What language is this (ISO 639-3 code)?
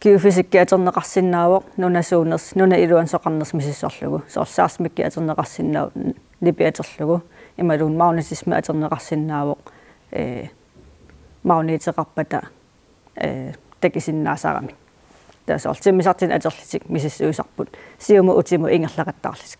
kal